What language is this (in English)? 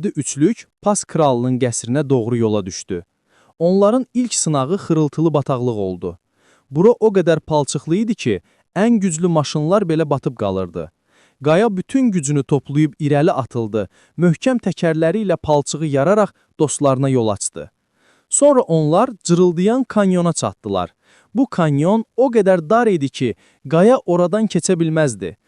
Azerbaijani